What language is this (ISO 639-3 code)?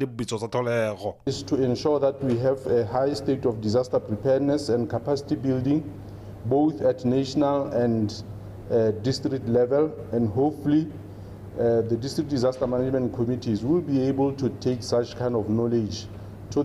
tsn